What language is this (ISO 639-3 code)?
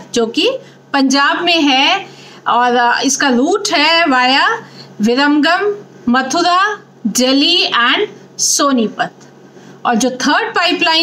hin